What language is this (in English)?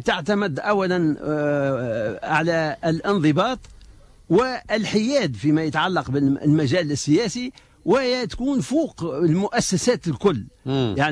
Tunisian Arabic